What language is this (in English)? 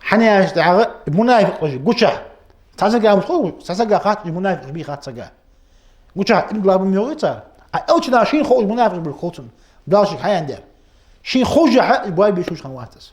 Ingush